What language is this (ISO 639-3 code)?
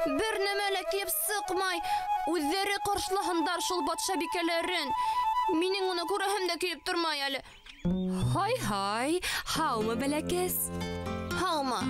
bak